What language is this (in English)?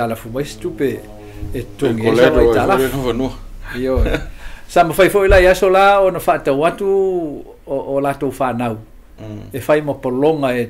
Samoan